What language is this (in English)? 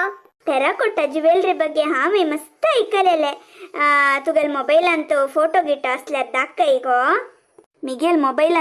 Konkani